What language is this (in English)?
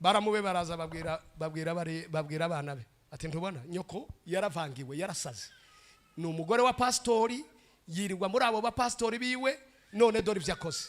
Rundi